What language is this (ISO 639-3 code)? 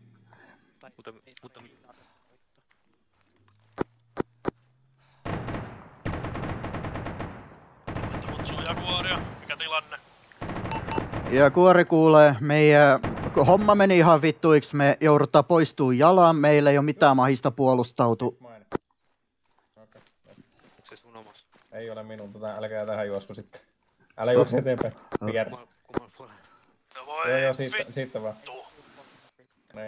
fin